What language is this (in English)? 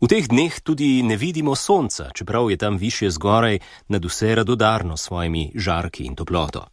Slovenian